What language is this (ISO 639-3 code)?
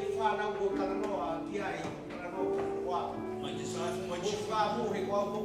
ton